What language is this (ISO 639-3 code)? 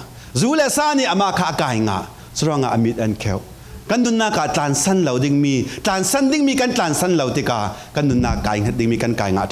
cfm